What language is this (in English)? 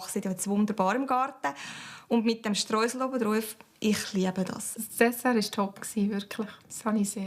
Swiss German